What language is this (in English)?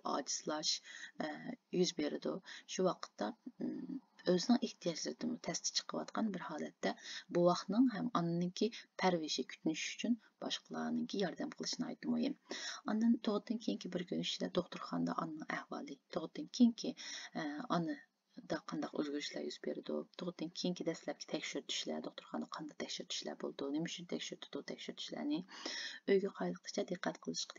Uyghur